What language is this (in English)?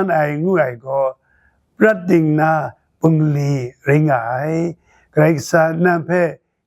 Kachin